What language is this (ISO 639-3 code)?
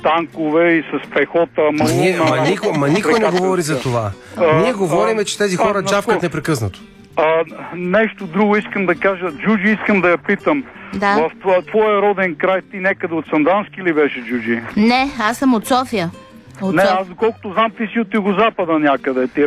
bul